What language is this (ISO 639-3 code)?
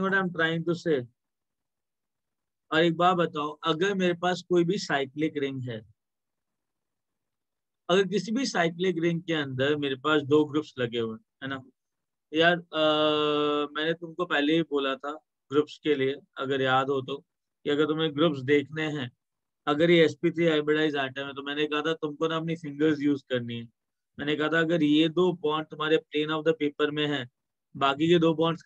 hin